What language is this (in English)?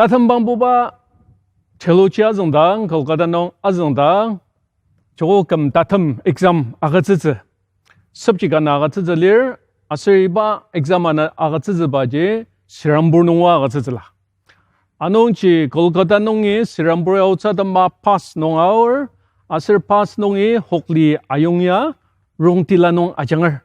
Ao Naga